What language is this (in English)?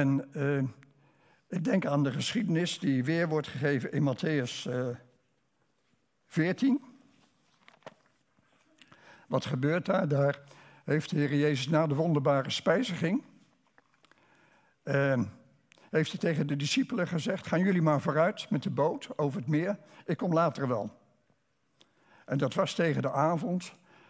Dutch